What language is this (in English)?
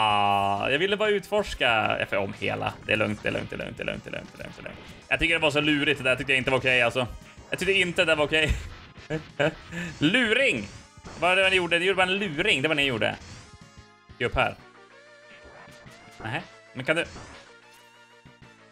Swedish